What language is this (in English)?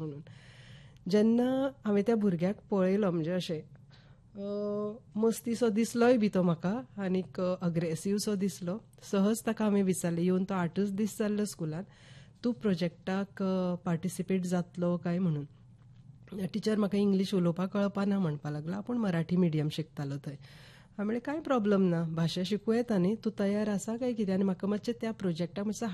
Konkani